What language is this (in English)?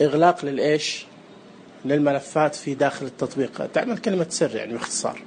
Najdi Arabic